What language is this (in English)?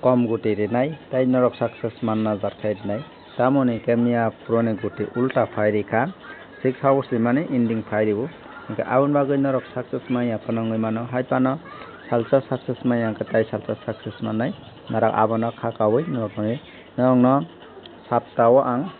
Kok Borok